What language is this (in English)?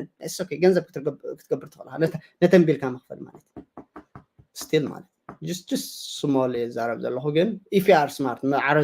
Tigrinya